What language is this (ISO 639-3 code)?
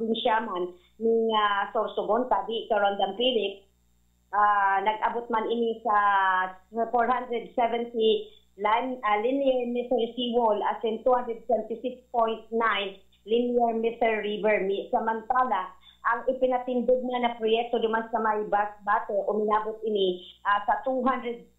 bik